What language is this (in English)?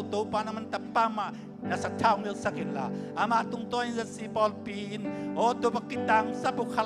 Tedim Chin